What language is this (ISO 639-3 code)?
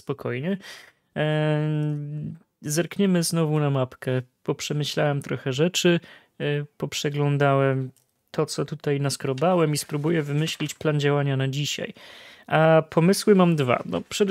pol